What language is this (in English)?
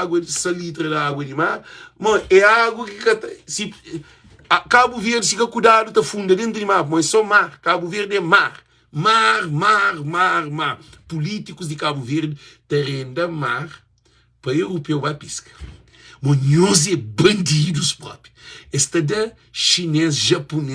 Kabuverdianu